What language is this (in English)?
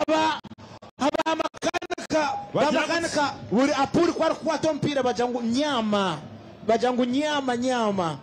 Nyankole